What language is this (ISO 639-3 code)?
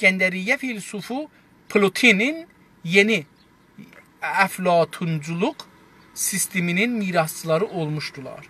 azb